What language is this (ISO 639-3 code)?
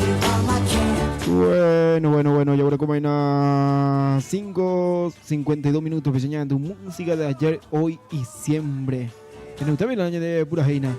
grn